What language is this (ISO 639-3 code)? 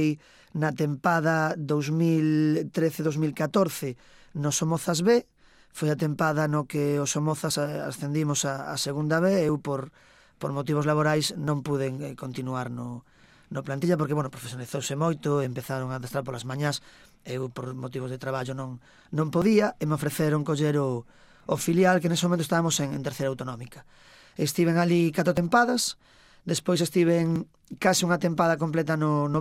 glg